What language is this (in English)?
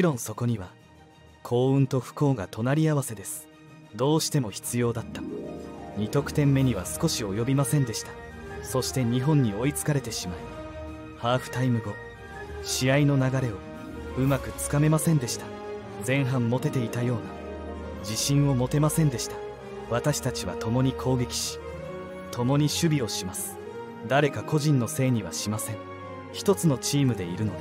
Japanese